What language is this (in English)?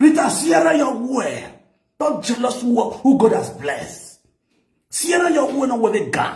Nigerian Pidgin